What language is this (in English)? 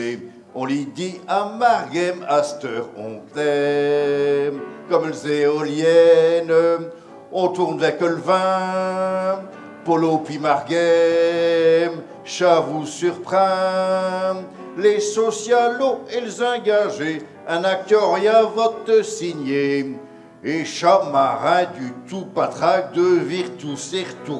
Picard